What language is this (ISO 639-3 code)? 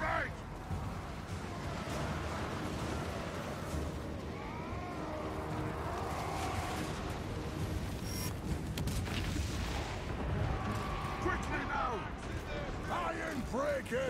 por